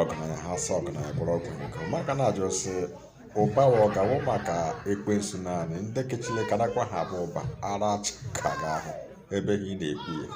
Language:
Igbo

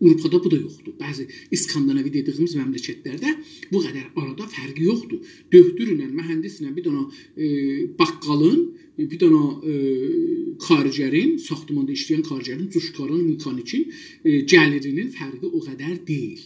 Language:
South Azerbaijani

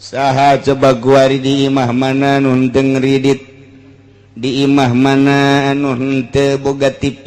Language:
Sundanese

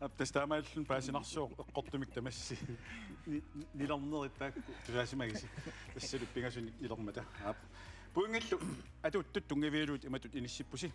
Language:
Kalaallisut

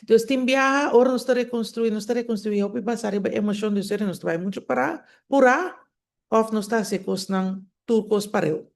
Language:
Papiamento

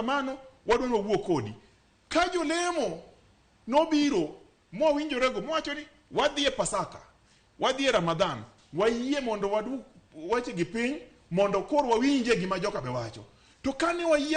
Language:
Luo (Kenya and Tanzania)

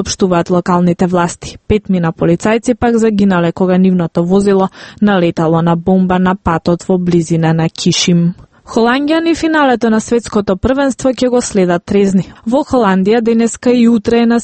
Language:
Macedonian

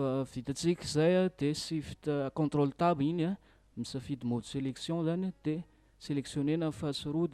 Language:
Malagasy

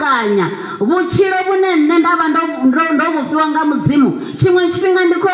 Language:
Venda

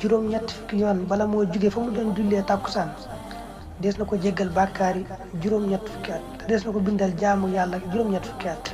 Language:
Wolof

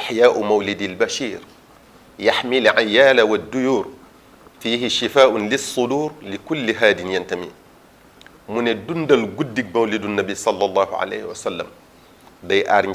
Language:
Wolof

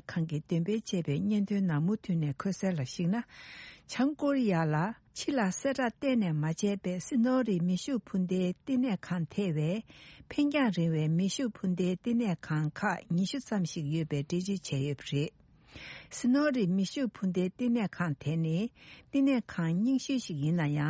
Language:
Tibetan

